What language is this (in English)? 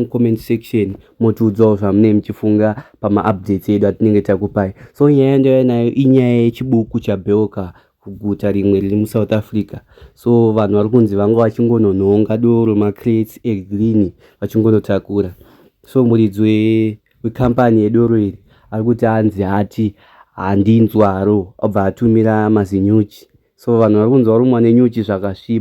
Shona